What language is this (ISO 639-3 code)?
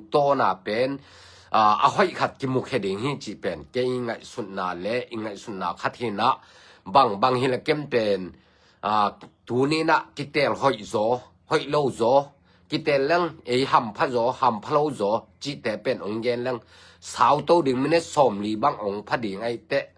ctd